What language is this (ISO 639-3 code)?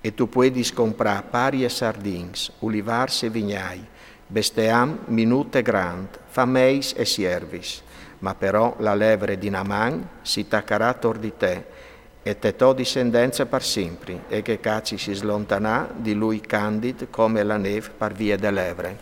fur